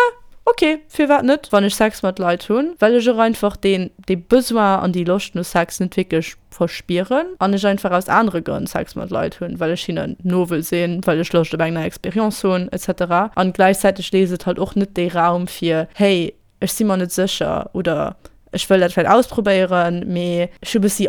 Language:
Luxembourgish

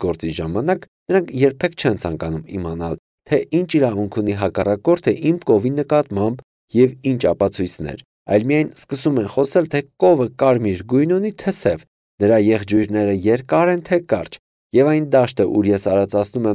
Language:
Armenian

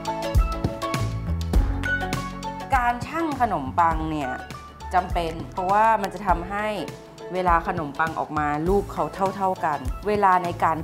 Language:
Thai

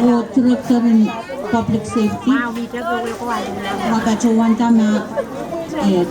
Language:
Pohnpeian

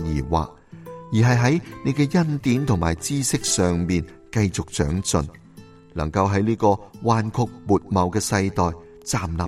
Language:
Cantonese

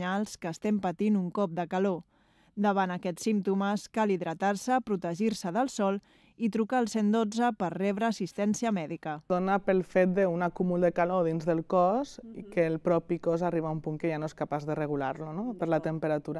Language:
Catalan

